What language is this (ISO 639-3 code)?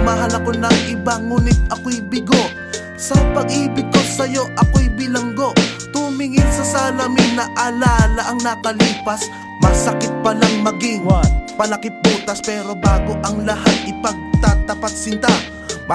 fil